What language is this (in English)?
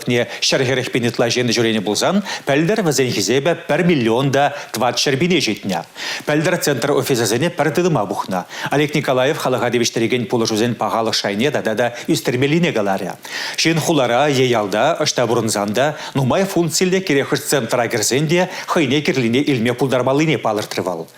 Chuvash